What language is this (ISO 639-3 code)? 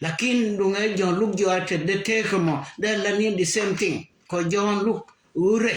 nus